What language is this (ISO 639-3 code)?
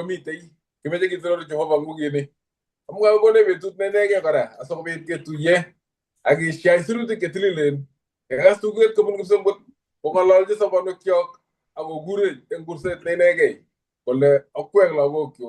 kln